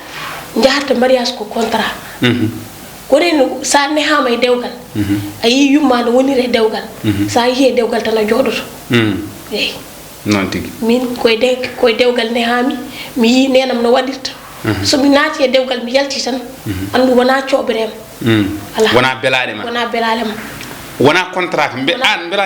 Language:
Fula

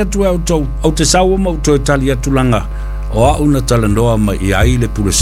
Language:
Samoan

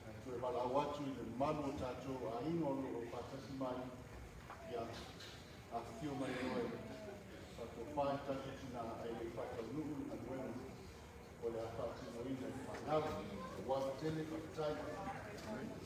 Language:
Samoan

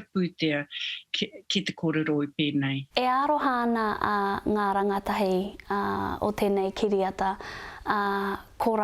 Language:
Māori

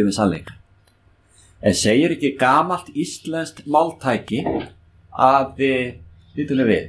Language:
Icelandic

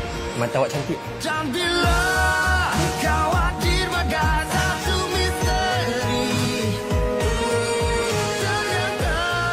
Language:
Malay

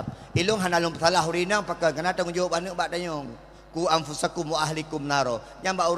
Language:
Achinese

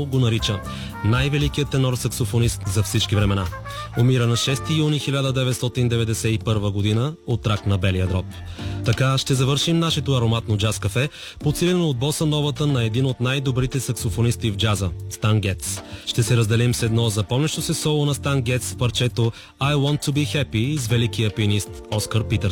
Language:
Bulgarian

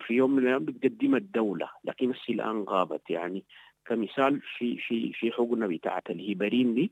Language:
Sudanese Arabic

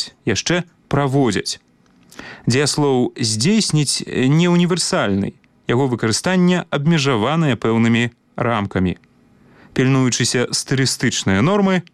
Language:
Belarusian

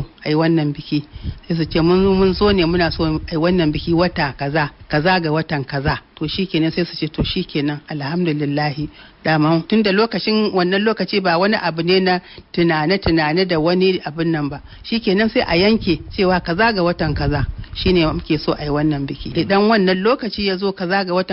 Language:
Hausa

